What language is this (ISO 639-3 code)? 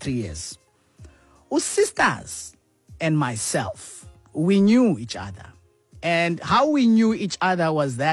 xho